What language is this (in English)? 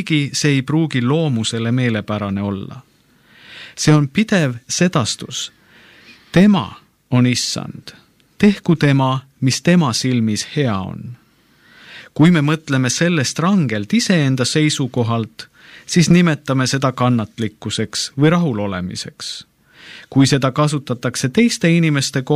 Estonian